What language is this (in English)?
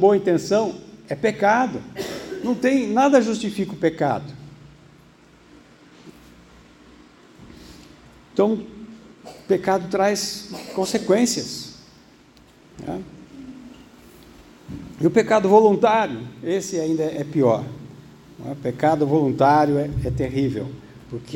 Portuguese